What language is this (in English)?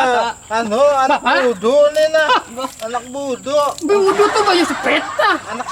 Banjar